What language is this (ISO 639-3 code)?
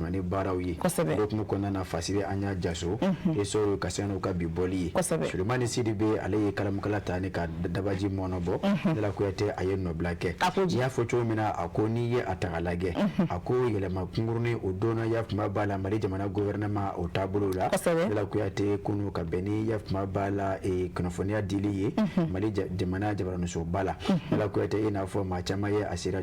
bam